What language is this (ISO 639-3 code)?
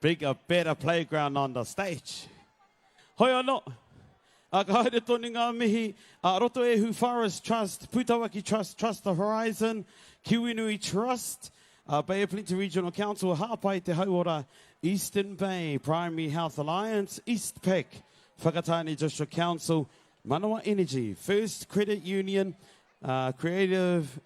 mri